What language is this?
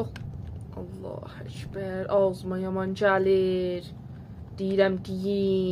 South Azerbaijani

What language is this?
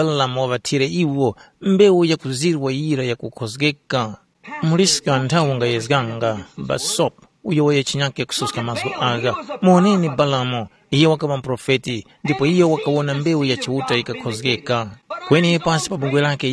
Tumbuka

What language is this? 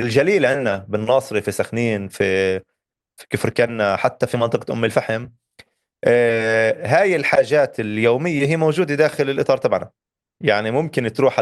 North Levantine Arabic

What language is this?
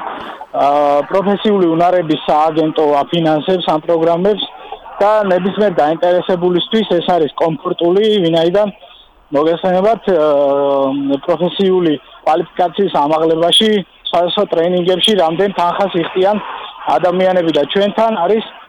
Georgian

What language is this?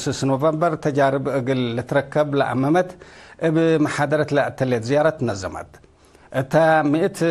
Tigre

